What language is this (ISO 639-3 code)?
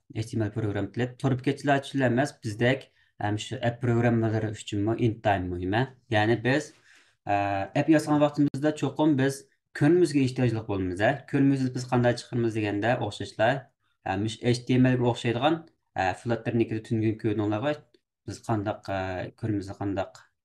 uig